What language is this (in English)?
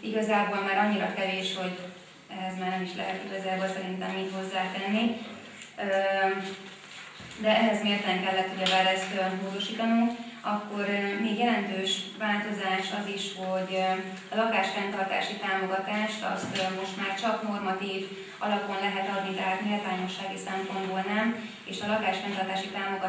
Hungarian